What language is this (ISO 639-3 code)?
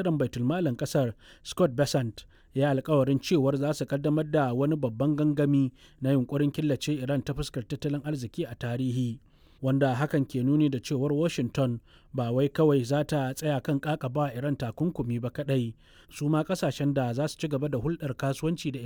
hau